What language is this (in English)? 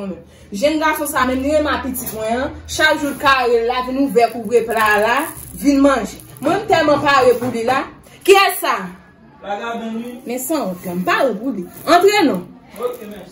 Haitian Creole